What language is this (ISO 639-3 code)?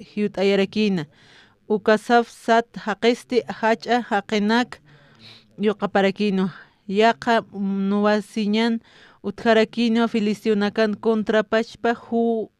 aym